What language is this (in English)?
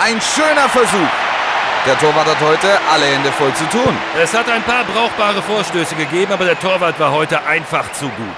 Bavarian